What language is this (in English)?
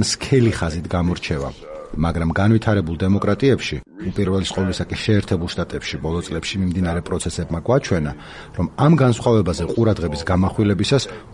Georgian